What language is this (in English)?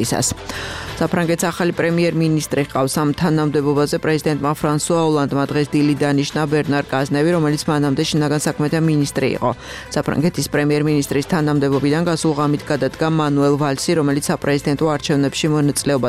Georgian